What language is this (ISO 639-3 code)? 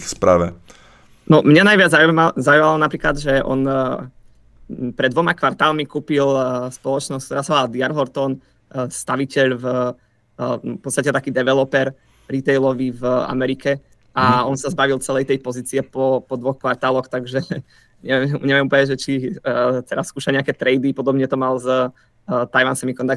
slk